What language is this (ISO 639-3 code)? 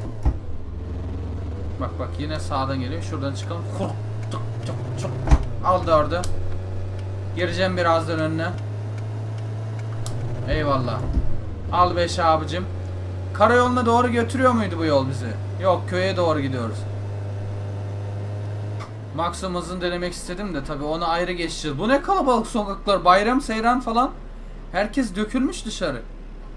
tur